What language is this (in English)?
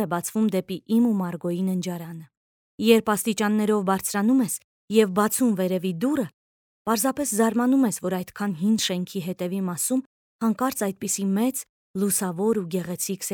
Armenian